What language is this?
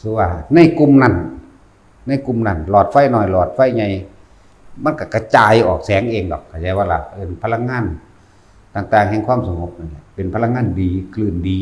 Northeastern Thai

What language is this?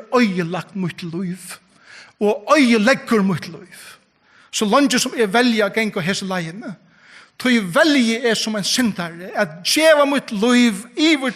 Faroese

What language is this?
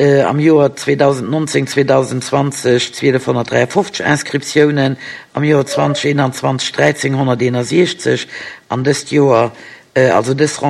Luxembourgish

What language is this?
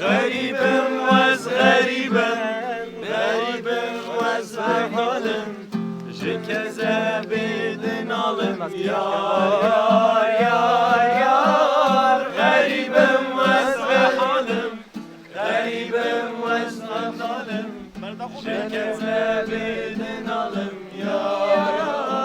Kurdish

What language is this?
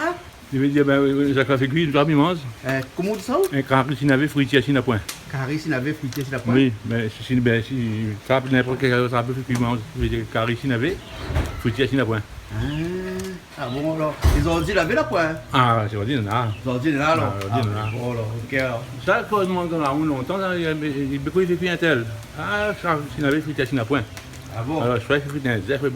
Réunion Creole French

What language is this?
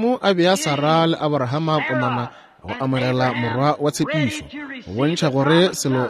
Northern Sotho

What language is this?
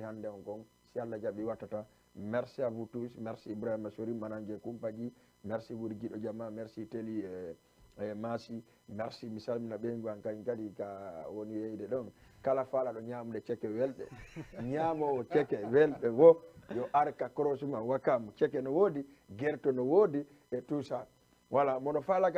Fula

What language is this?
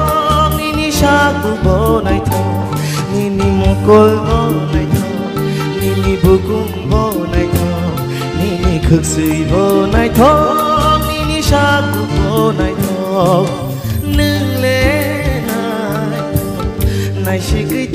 Kok Borok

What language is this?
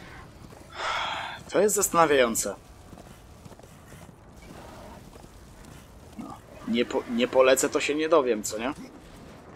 Polish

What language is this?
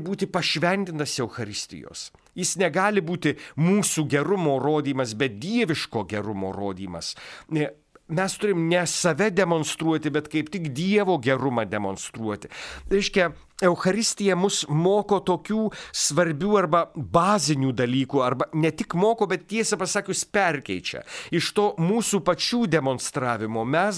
Lithuanian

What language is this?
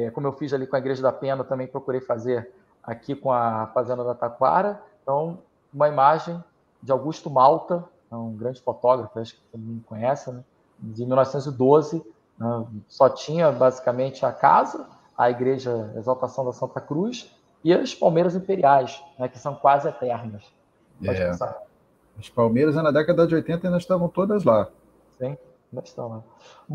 Portuguese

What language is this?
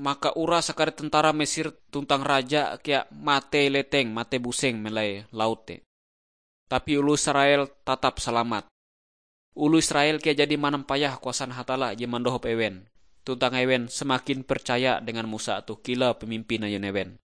Ngaju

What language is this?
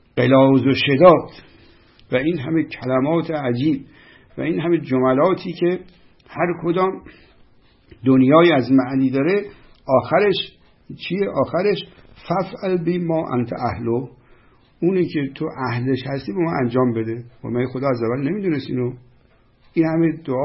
Persian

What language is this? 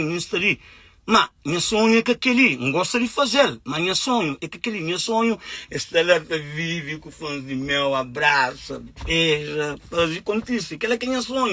Kabuverdianu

